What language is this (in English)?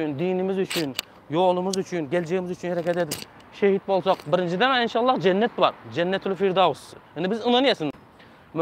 Turkmen